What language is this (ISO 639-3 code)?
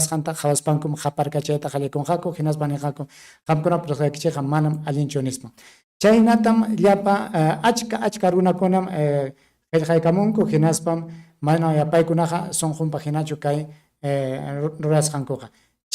quy